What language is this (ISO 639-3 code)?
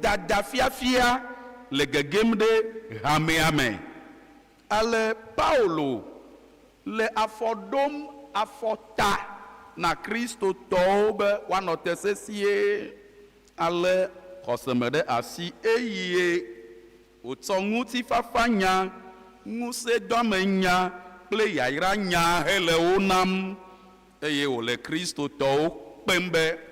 ewe